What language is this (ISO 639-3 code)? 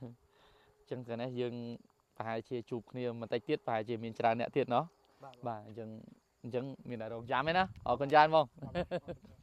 khm